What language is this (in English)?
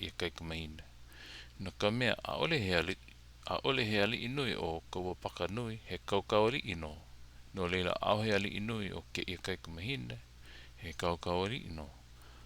Hawaiian